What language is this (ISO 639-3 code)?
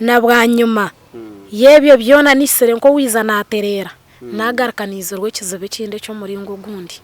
nyn